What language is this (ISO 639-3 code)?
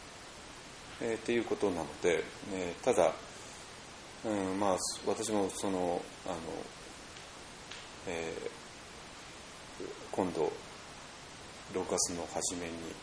jpn